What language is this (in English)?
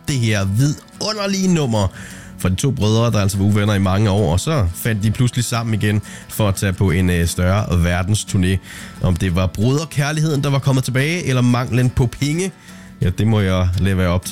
Danish